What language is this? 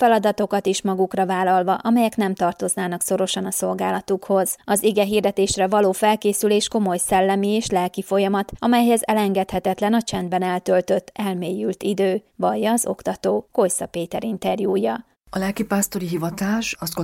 Hungarian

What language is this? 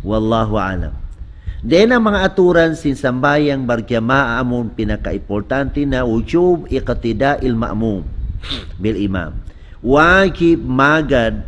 Tausug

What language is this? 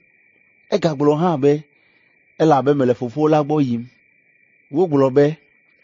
Ewe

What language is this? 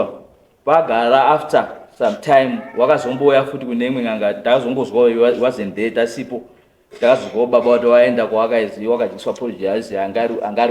Shona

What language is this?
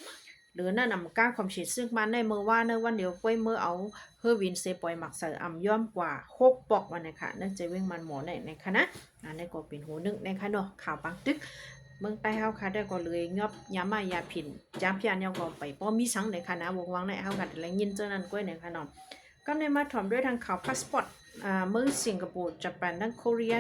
Shan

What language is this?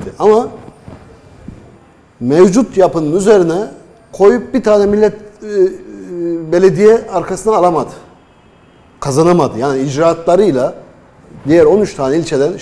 Turkish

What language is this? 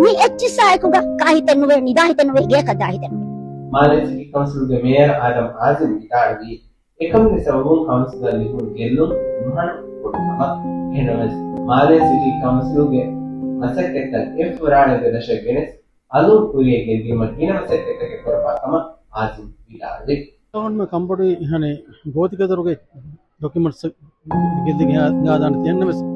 Divehi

